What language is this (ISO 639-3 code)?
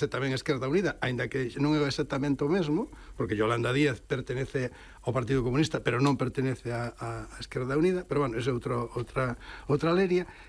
glg